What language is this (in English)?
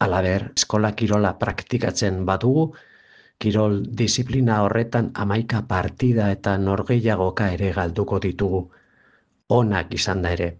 Basque